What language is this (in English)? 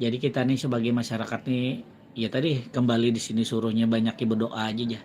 Banjar